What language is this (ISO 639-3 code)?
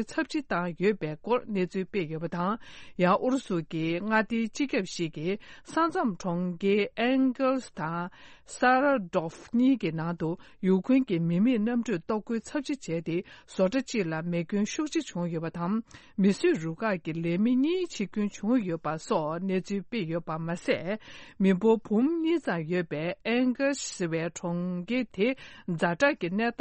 bod